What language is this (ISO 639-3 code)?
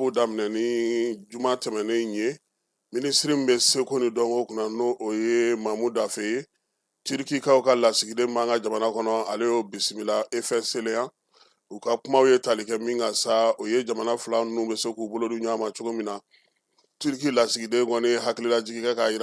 bam